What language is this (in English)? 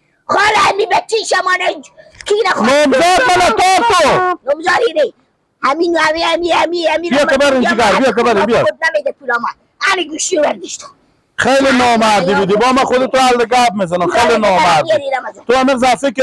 Persian